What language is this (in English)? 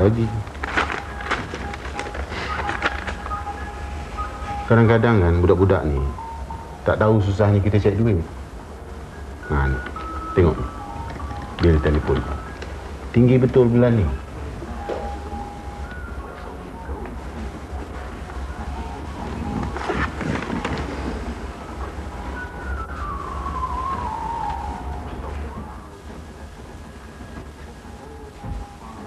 Malay